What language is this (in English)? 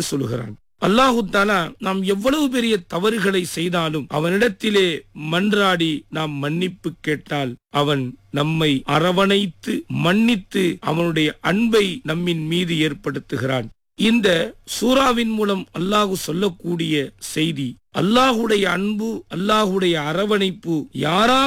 Tamil